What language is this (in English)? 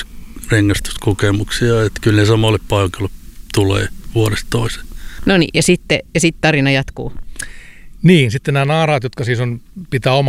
Finnish